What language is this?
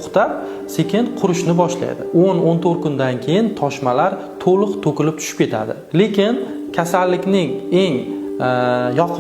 Uzbek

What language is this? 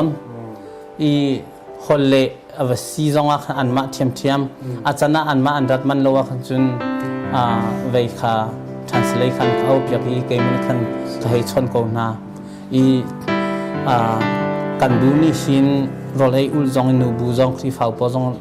Hakha Chin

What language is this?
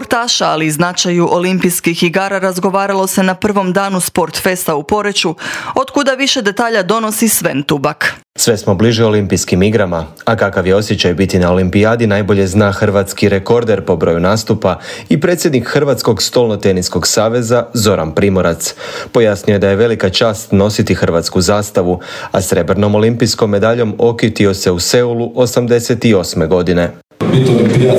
Croatian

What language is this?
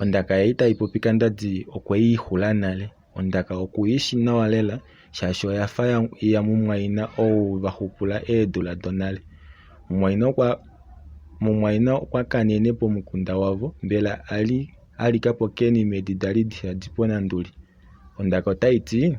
Kuanyama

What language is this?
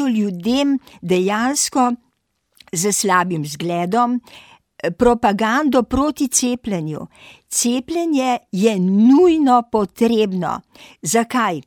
Slovenian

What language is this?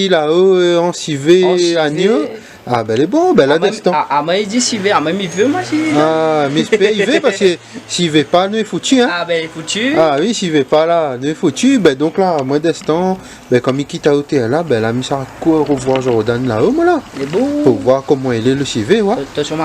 Réunion Creole French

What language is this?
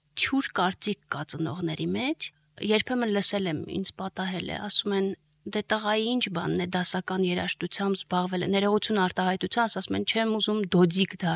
Armenian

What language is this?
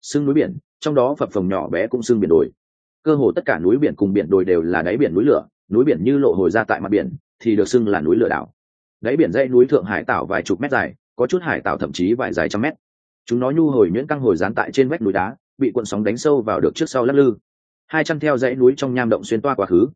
Vietnamese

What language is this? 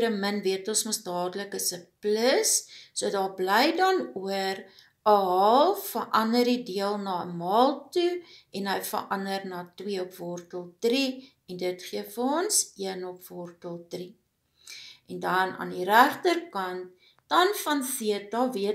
Afrikaans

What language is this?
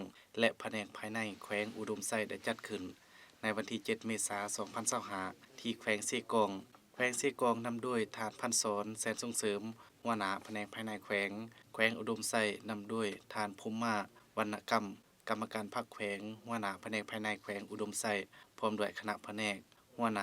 Lao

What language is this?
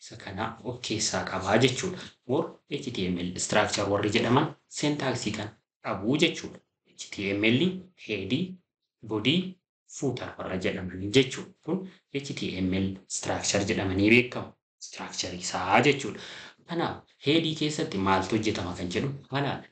Oromo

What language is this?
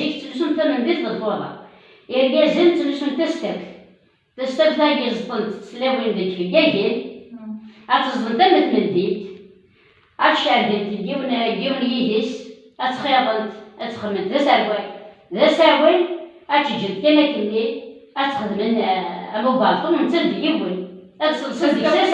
Kabyle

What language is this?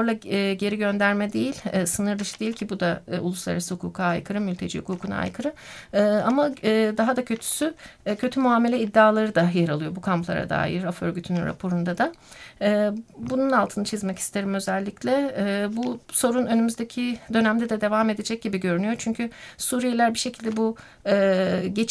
Turkish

